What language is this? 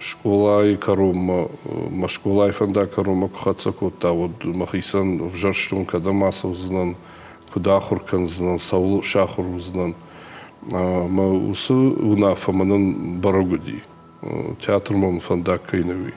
Ossetic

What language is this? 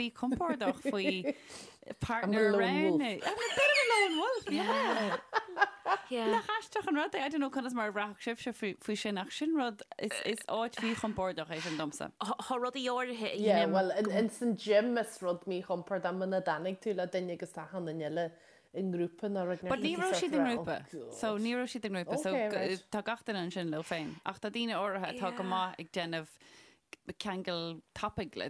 Irish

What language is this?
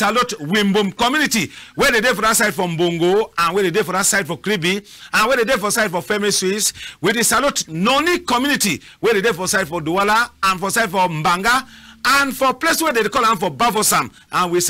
Cameroon Pidgin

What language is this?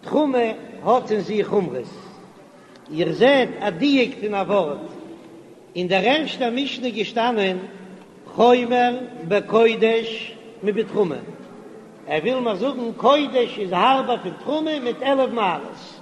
Yiddish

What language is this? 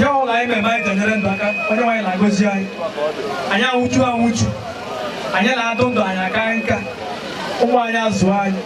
Igbo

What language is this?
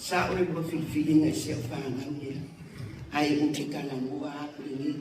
Samoan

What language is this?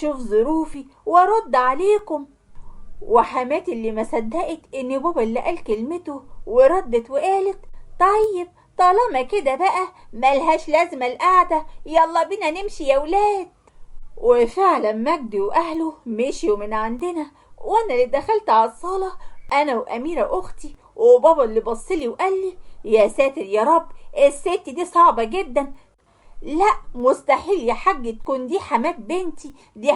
Egyptian Arabic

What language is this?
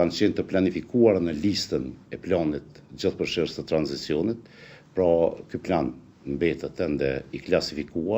Albanian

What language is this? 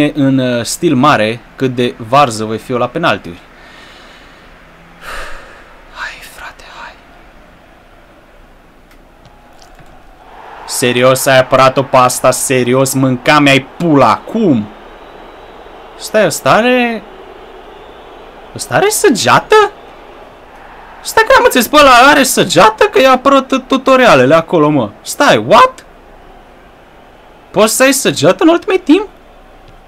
Romanian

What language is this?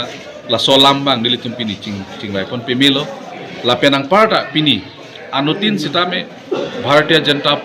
Karbi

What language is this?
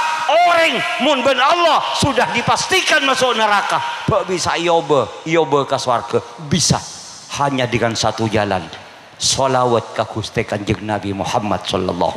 Madurese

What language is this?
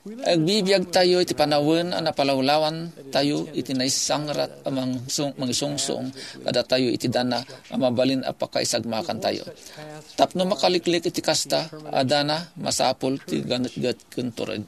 Iloko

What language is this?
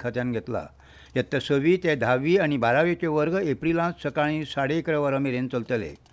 Konkani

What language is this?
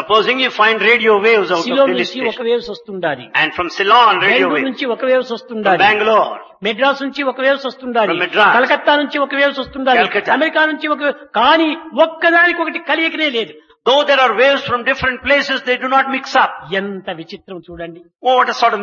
Telugu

